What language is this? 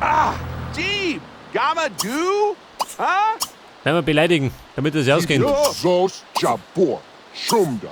Bavarian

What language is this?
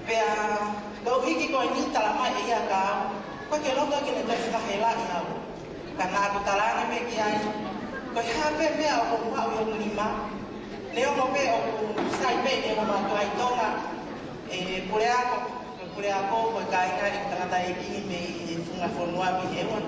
Tongan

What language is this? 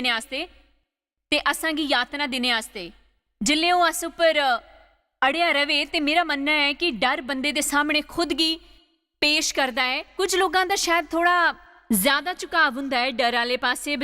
Dogri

